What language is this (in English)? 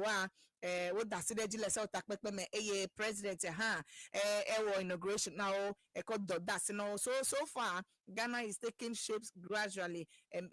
Ewe